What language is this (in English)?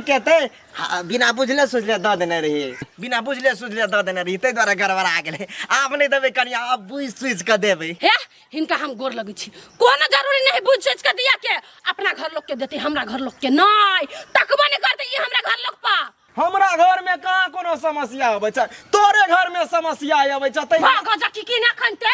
Maithili